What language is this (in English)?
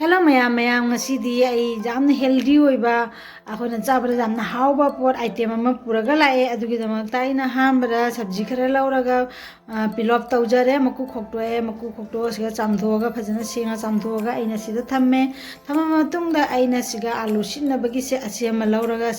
Manipuri